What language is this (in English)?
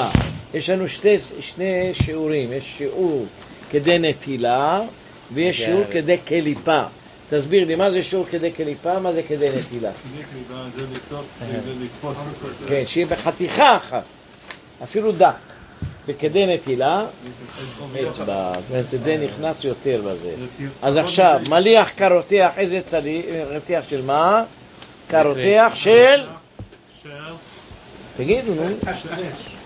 Hebrew